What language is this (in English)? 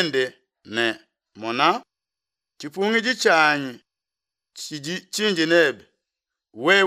Luba-Lulua